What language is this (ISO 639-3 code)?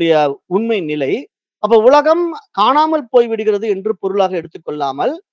tam